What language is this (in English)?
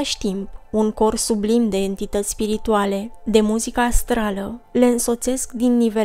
Romanian